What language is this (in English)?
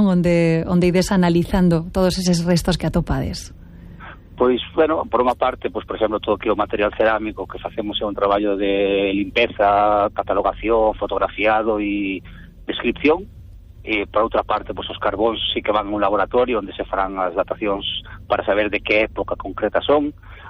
Galician